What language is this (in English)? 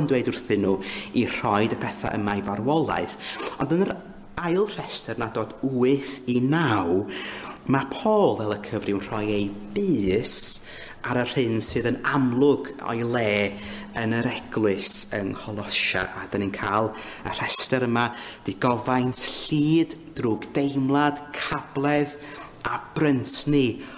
Welsh